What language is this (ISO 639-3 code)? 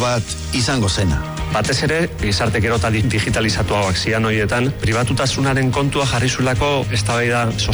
eus